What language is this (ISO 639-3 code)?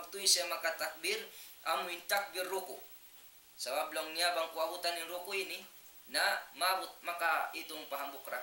tsg